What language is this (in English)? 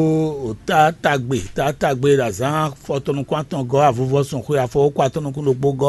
Fon